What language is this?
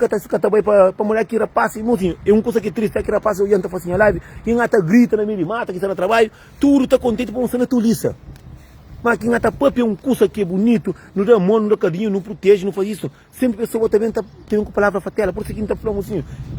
Kabuverdianu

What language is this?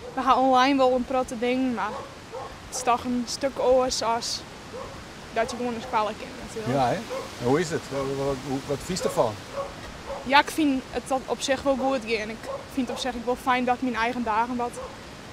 Western Frisian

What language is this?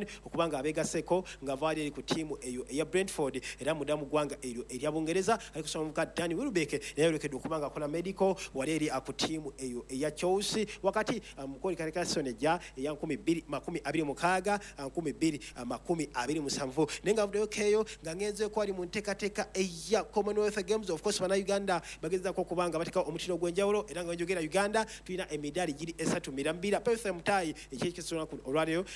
Ganda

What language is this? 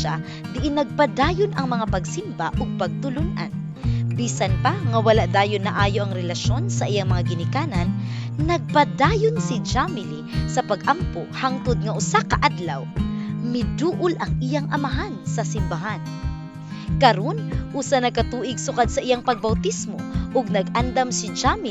Cebuano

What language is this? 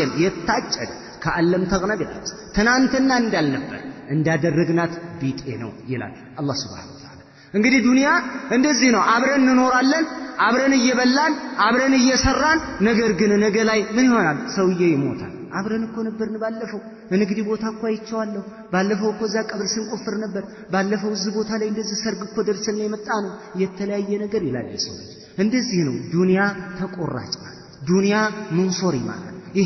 Amharic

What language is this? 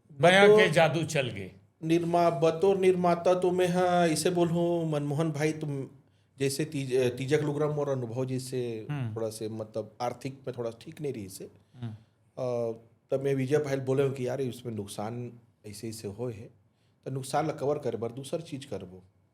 Chhattisgarhi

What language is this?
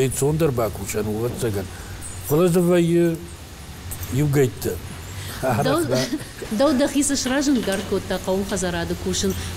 Ossetic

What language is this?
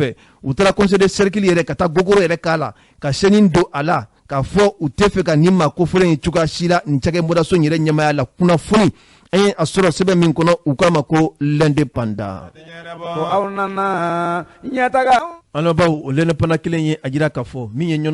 Bambara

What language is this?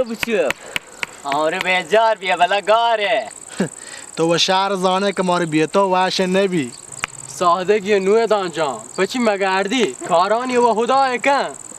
Baluchi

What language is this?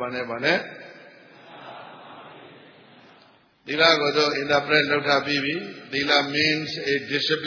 Burmese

